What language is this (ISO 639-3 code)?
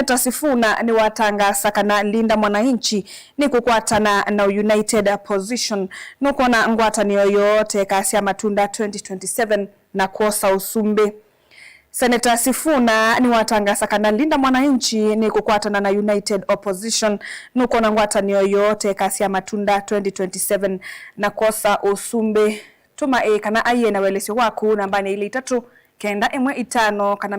kam